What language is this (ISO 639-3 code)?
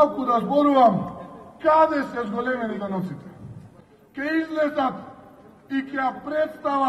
mkd